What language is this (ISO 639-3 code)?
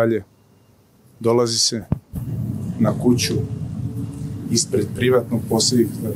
srp